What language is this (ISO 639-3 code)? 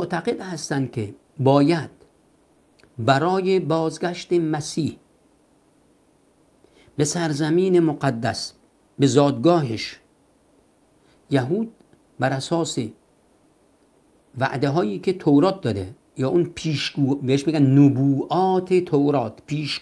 fas